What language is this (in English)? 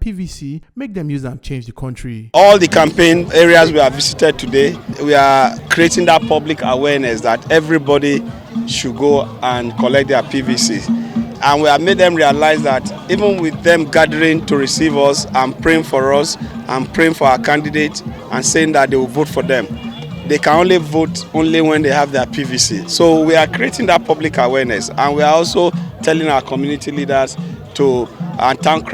Nigerian Pidgin